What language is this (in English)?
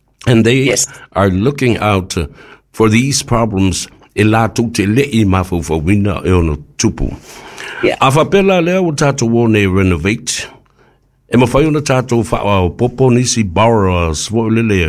Samoan